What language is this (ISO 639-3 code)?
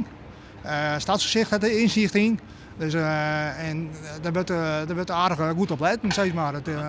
fry